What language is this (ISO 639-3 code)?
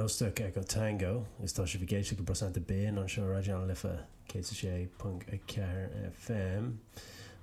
gle